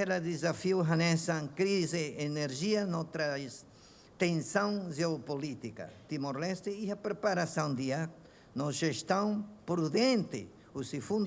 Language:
Tetum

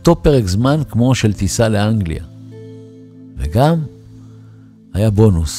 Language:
Hebrew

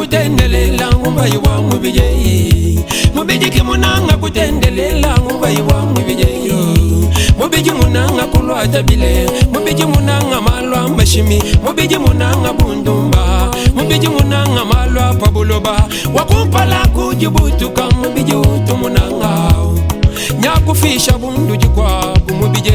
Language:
Luba-Lulua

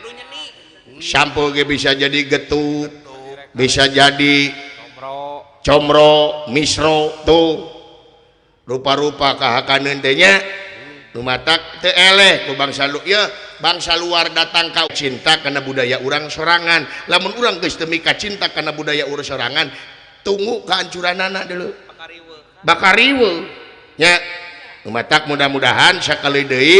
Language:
Sundanese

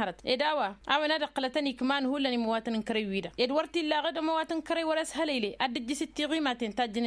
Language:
Tamasheq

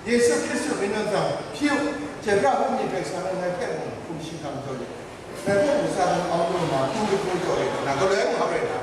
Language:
Kachin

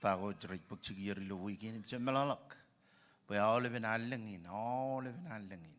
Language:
Marshallese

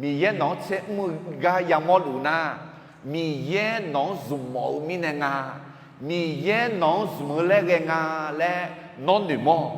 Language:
Akha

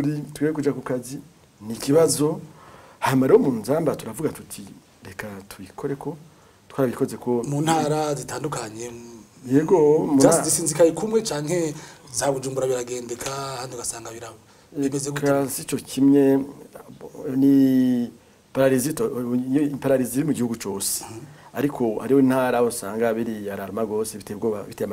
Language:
Rundi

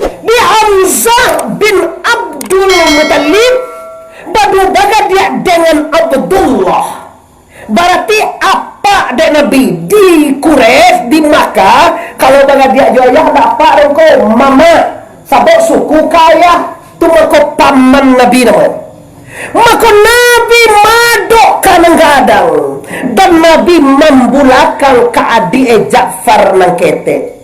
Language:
Minangkabau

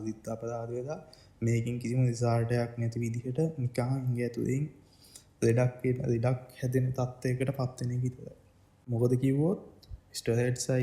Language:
Sinhala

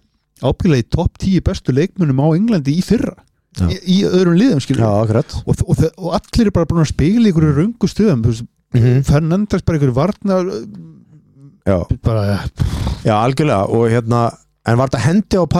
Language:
Icelandic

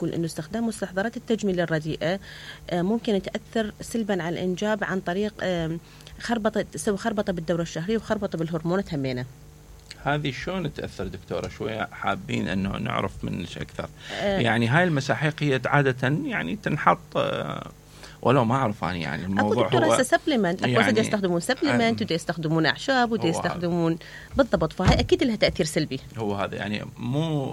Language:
Mesopotamian Arabic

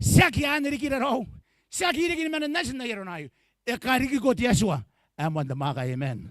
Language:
Gilbertese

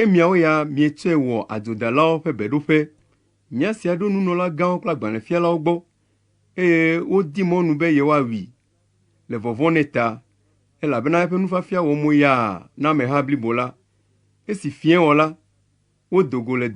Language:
Ewe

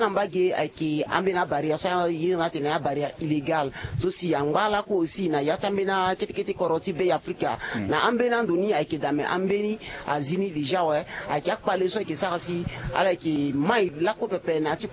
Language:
Sango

